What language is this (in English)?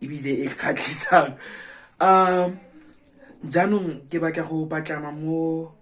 Tswana